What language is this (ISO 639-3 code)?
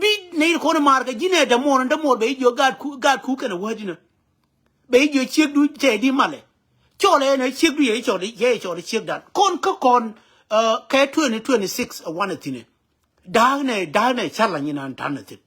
nus